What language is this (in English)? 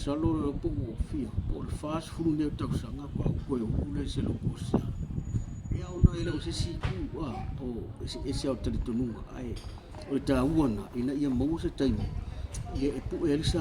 Samoan